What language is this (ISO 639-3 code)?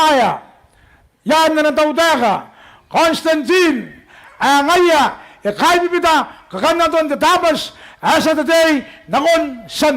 gil